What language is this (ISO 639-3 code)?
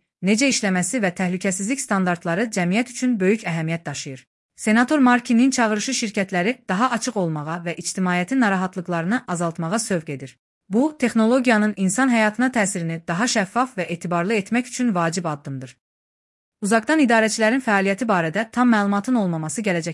aze